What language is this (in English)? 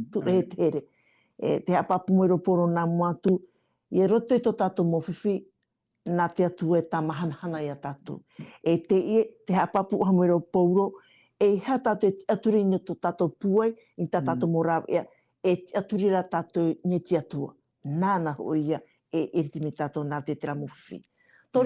Tahitian